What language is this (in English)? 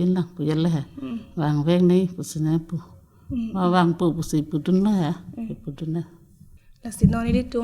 Karbi